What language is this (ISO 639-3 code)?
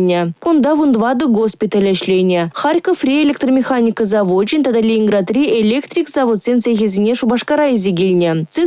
chv